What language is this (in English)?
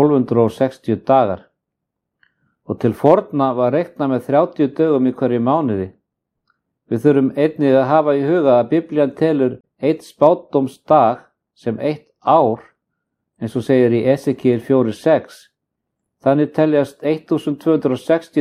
Icelandic